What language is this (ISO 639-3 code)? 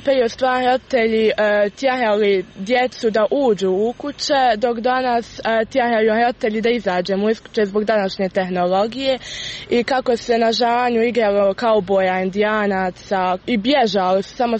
hrv